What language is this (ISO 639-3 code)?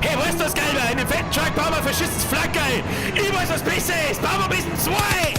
bar